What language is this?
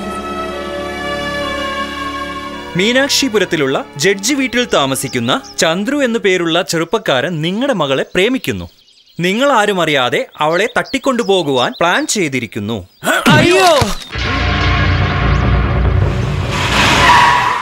Malayalam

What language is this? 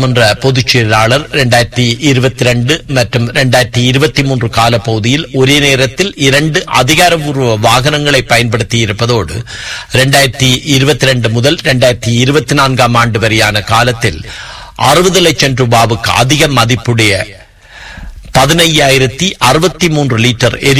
Tamil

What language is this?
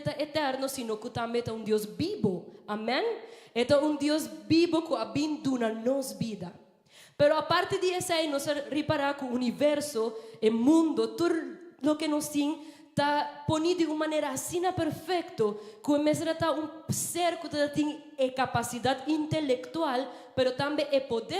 Papiamento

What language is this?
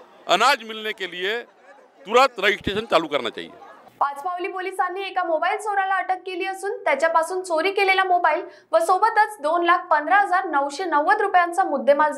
Marathi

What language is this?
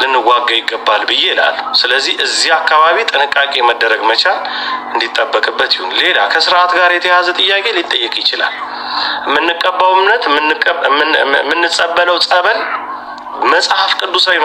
Amharic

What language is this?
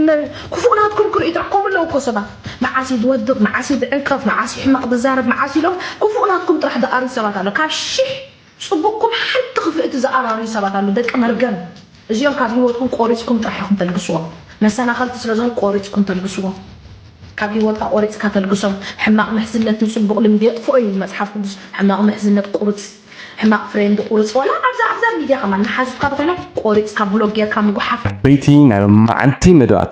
Tigrinya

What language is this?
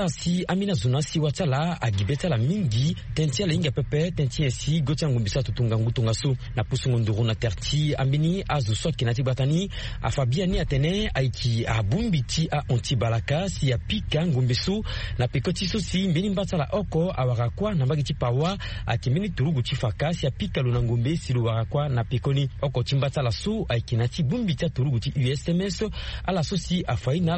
Sango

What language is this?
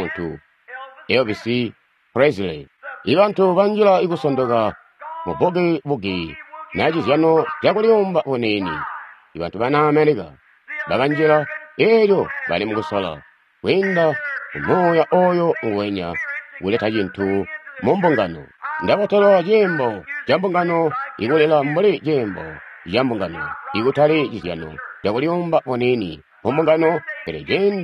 Tonga (Zambia)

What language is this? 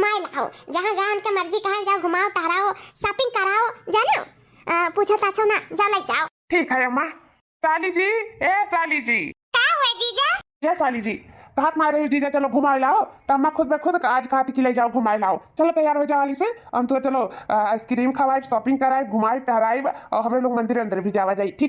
Awadhi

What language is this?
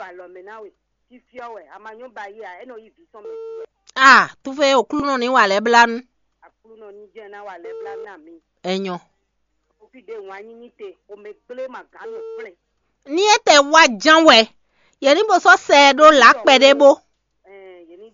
Fon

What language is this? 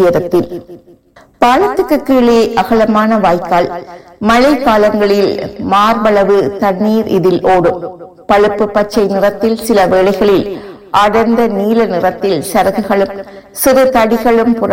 Tamil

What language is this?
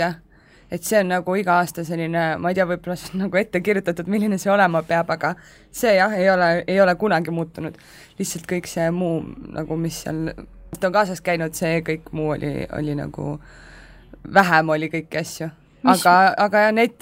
Estonian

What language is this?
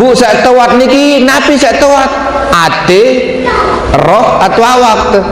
Sasak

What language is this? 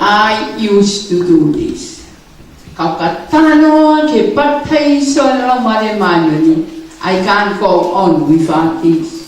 Tongan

